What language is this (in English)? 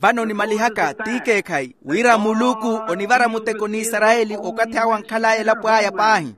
Makhuwa